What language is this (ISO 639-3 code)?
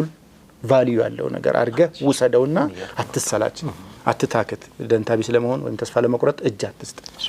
amh